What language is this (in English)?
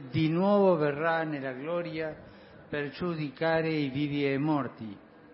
Italian